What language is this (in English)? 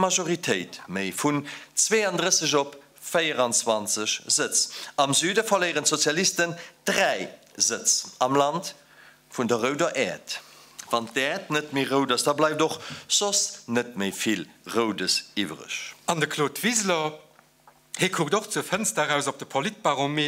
Luxembourgish